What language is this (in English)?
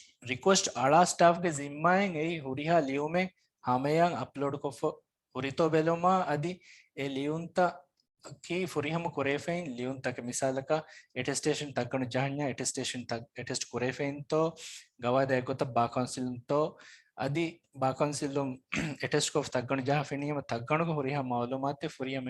Divehi